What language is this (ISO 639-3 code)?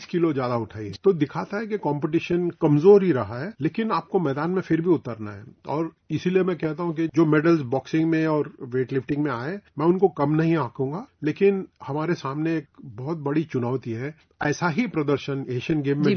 hin